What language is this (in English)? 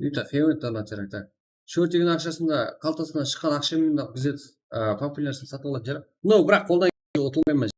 Kara-Kalpak